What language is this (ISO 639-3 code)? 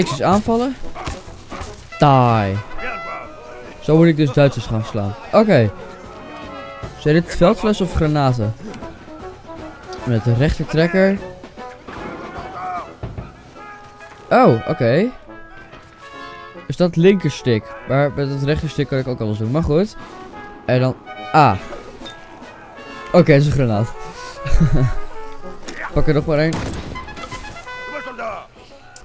nld